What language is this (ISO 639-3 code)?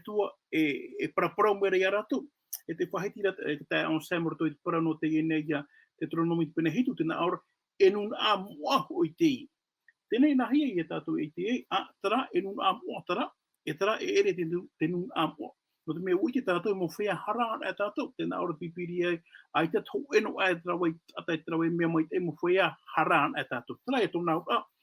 tah